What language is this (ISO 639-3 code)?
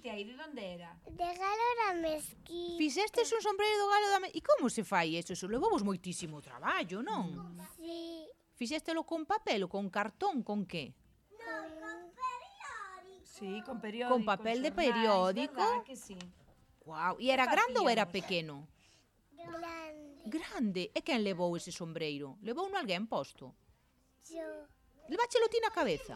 glg